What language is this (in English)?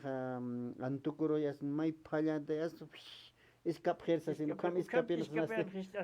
Aymara